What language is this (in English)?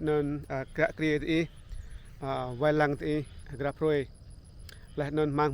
Rade